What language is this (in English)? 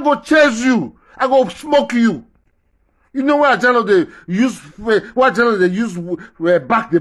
Nigerian Pidgin